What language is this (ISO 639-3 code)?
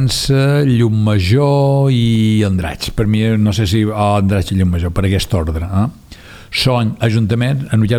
cat